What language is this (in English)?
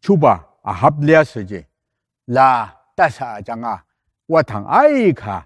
Ao Naga